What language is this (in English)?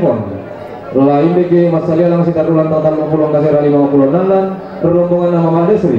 Toraja-Sa'dan